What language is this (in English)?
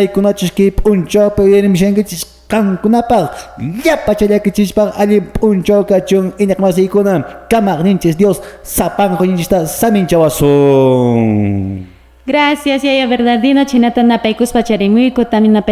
Quechua